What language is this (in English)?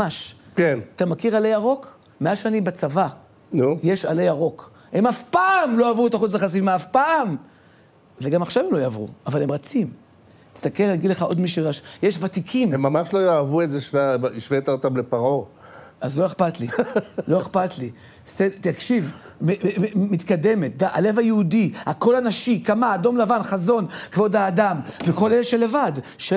Hebrew